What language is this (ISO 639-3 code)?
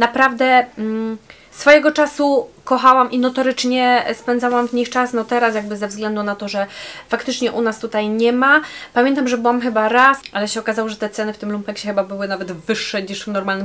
pol